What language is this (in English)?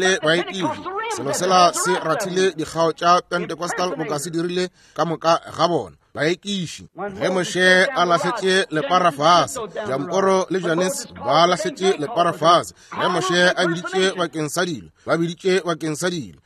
Northern Sotho